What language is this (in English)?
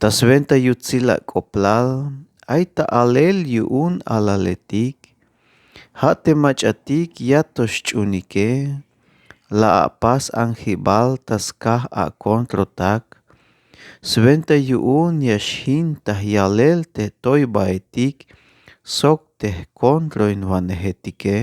Tzeltal